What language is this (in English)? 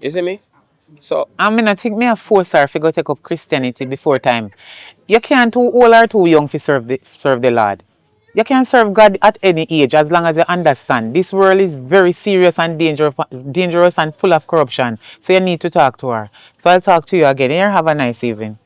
Jamaican Creole English